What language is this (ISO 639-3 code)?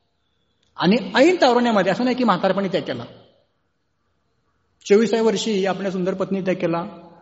mar